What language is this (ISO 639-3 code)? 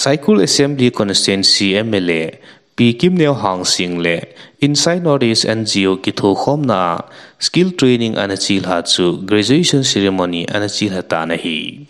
tcz